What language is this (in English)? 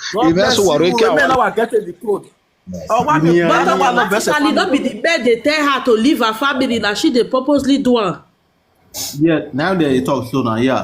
Nigerian Pidgin